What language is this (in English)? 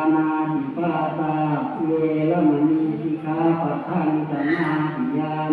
Pali